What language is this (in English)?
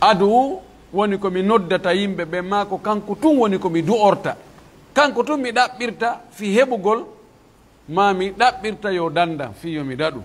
Pular